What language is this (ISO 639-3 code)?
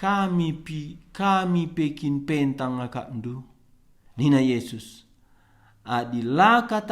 btx